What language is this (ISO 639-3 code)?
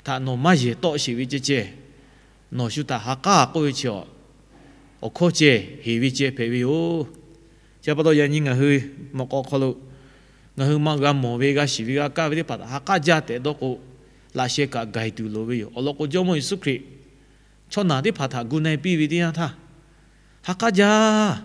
lhu